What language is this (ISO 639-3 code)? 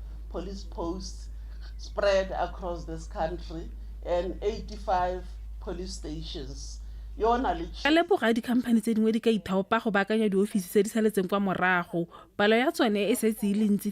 tsn